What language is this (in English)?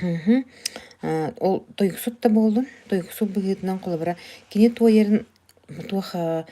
Yakut